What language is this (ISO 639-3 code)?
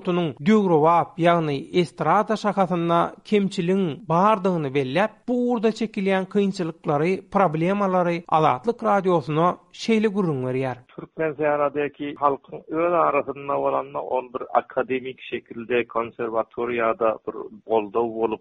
tuk